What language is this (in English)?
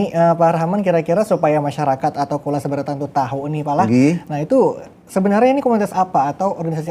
Banjar